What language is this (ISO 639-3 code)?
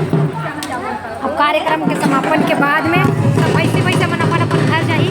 hne